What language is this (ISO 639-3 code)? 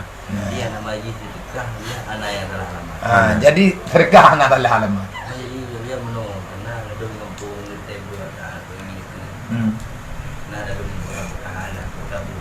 ace